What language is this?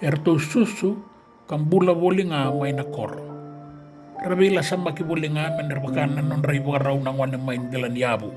Fijian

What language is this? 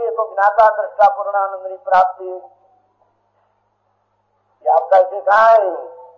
Gujarati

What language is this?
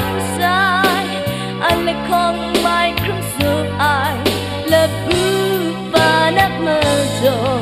Kachin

